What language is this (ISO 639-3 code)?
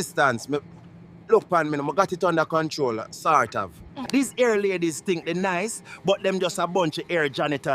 jam